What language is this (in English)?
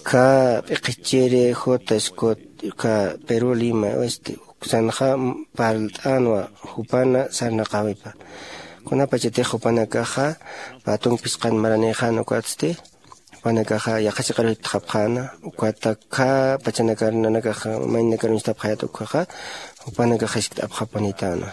Aymara